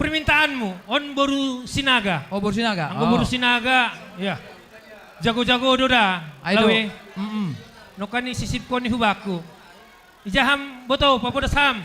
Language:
Batak Simalungun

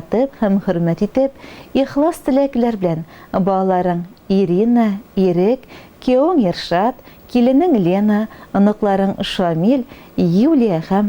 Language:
Tatar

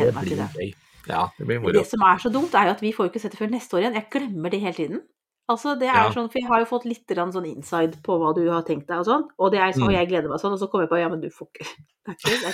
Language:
Norwegian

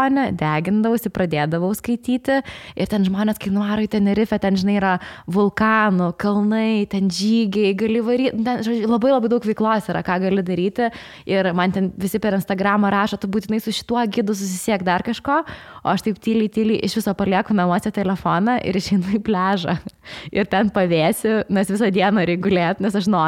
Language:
Lithuanian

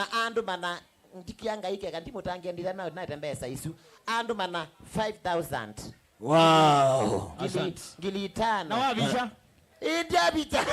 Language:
Kamba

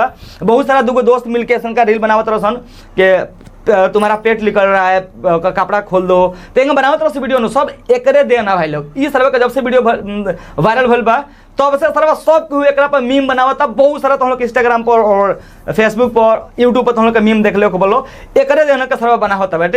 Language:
Bhojpuri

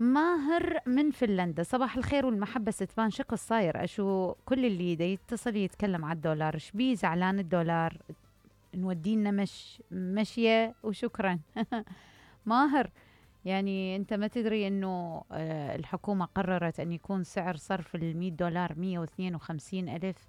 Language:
Mesopotamian Arabic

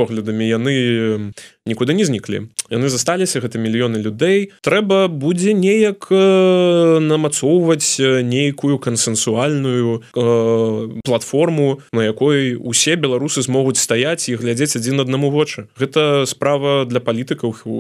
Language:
Belarusian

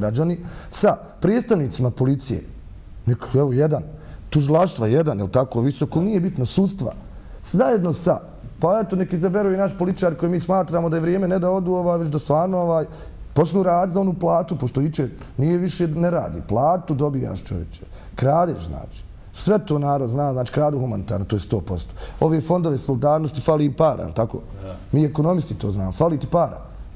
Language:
Bosnian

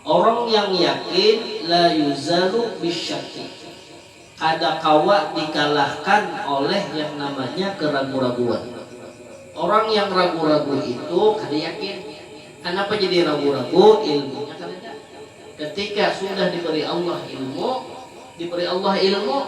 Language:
Banjar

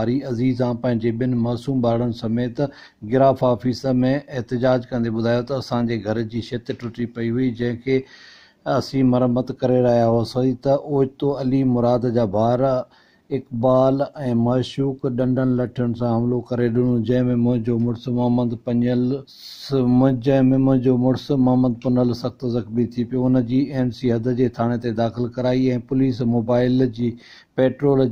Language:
Sindhi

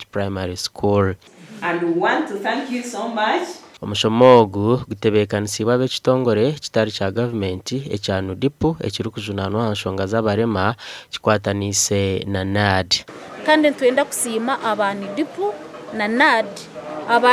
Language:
Nyankole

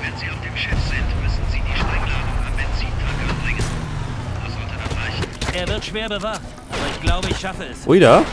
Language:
Bavarian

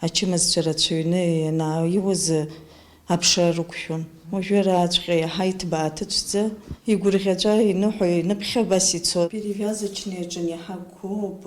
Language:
Abkhazian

